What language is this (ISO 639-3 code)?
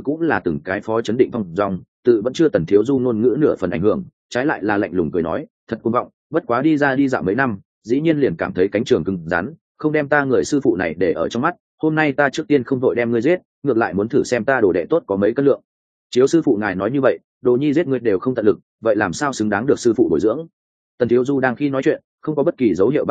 vie